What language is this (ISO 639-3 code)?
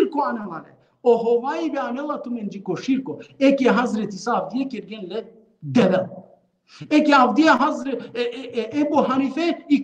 rmn